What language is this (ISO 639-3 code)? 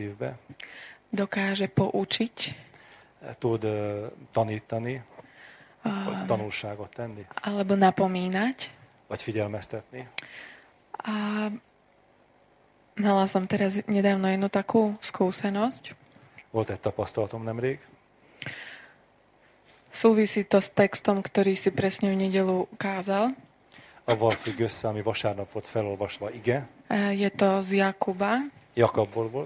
slk